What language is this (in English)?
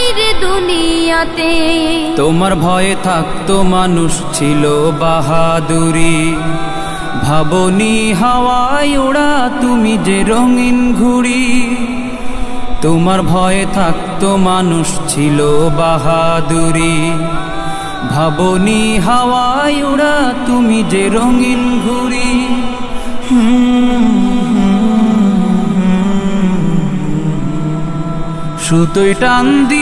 Bangla